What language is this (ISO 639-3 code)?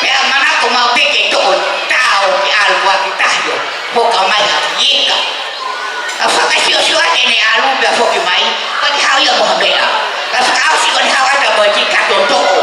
ton